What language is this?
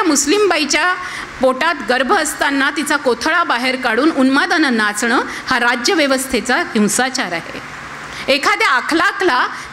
Marathi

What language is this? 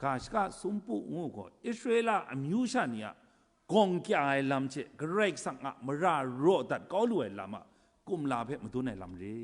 Kachin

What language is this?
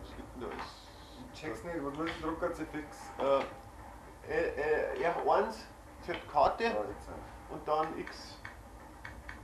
Bavarian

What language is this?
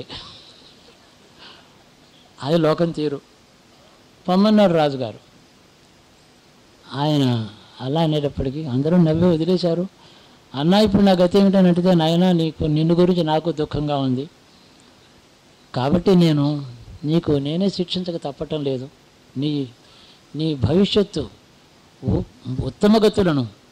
Telugu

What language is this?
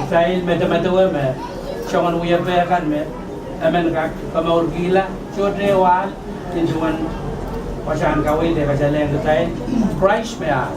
Pohnpeian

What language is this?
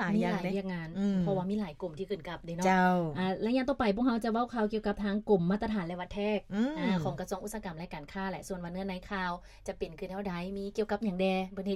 Lao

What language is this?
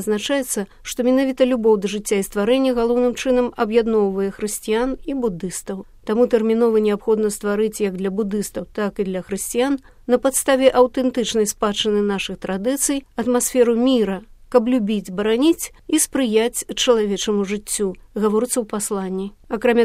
Belarusian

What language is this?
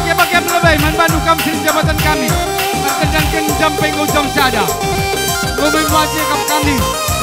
Batak Karo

